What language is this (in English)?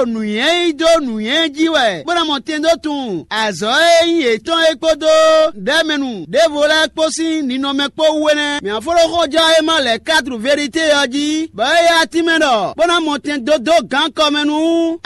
Fon